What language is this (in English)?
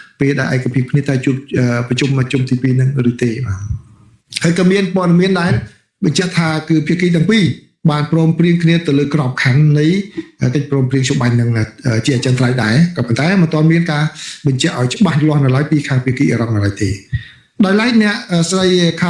Khmer